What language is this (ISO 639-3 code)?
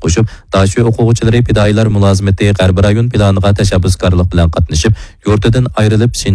uig